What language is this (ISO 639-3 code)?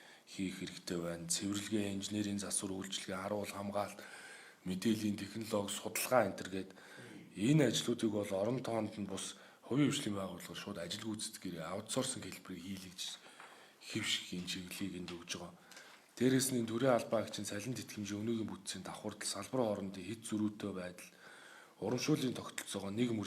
mon